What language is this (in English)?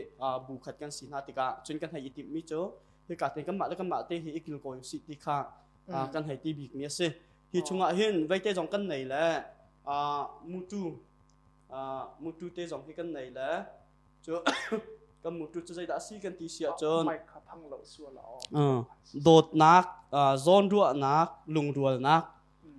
Hakha Chin